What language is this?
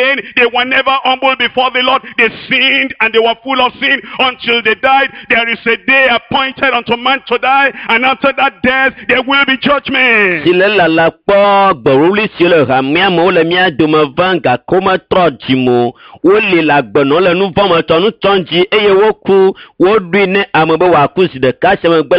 Ewe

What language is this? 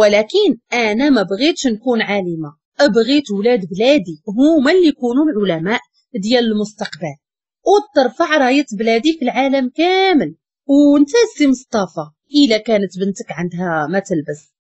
Moroccan Arabic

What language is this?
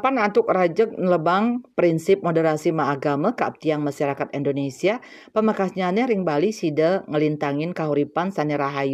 Balinese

